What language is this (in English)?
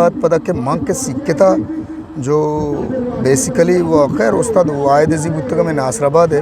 Eastern Balochi